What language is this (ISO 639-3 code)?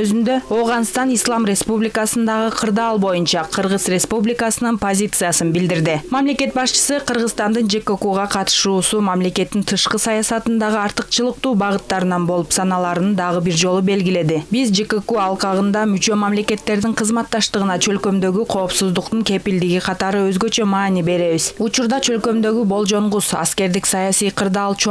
kir